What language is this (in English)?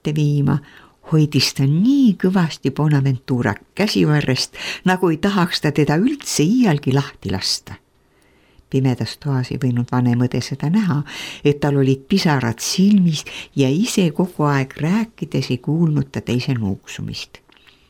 Estonian